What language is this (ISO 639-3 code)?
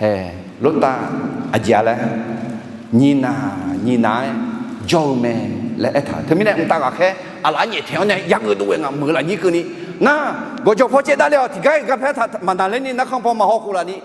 ahk